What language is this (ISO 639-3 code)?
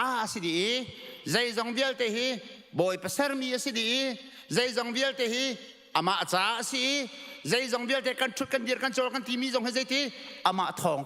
cnh